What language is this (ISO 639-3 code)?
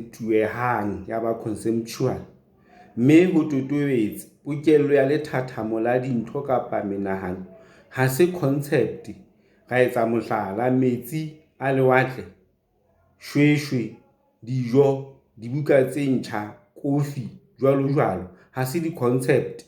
sot